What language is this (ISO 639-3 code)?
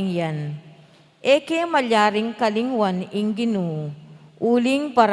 pam